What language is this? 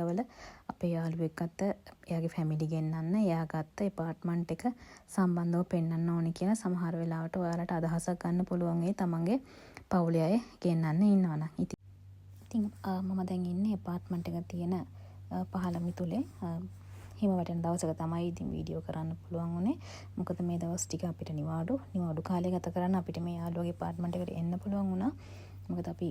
Sinhala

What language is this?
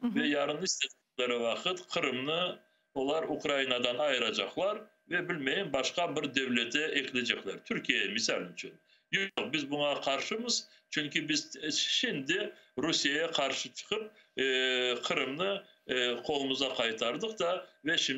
Crimean Tatar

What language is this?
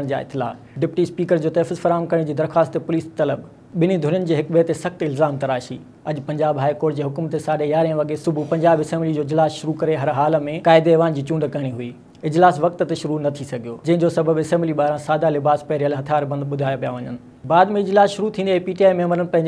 Sindhi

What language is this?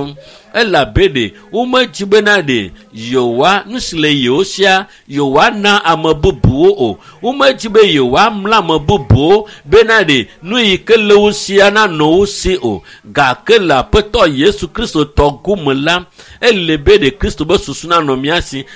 Ewe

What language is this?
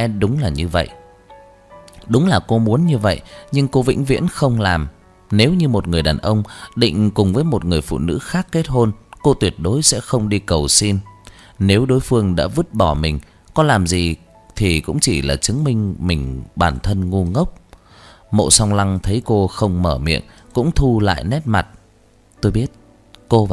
Vietnamese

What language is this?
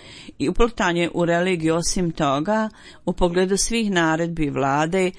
Bosnian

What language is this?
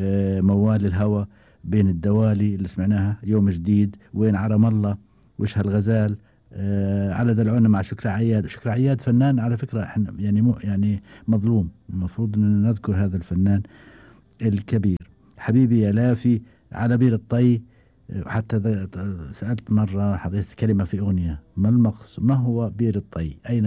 Gulf Arabic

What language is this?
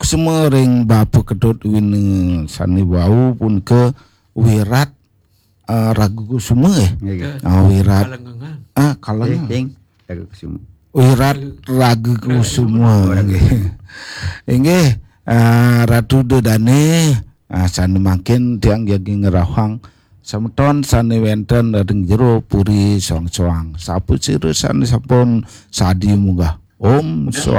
Balinese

